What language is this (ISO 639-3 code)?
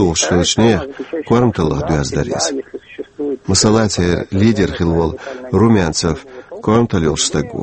che